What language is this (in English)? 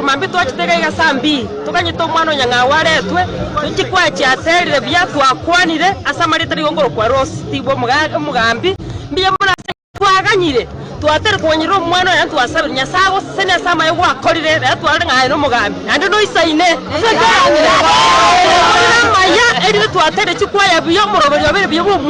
Gusii